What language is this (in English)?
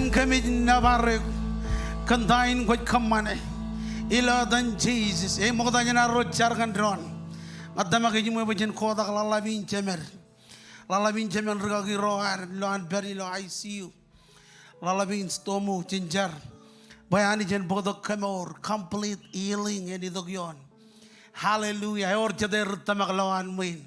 Marshallese